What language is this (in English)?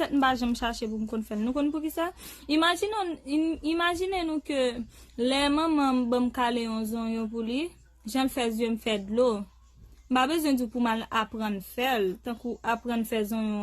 Haitian Creole